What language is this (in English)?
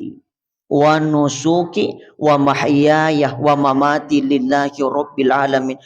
Buginese